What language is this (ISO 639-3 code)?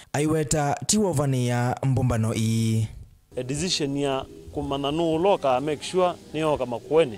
kam